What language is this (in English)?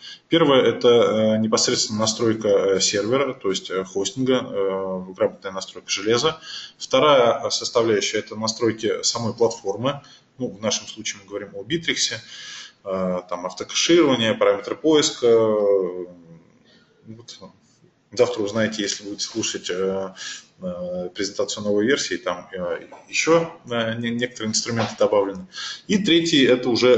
Russian